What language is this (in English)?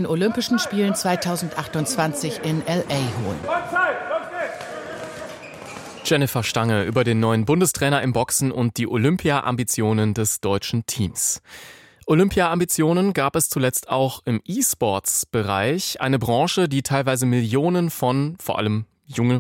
German